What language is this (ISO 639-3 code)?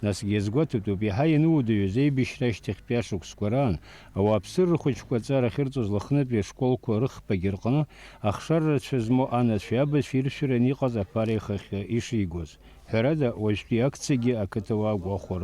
abk